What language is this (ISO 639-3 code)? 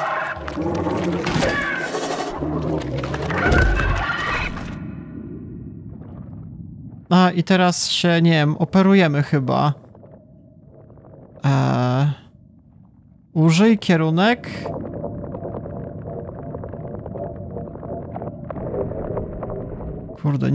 pol